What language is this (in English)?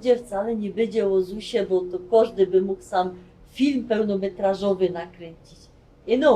Silesian